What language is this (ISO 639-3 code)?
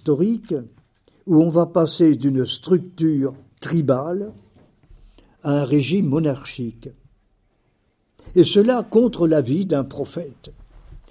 fra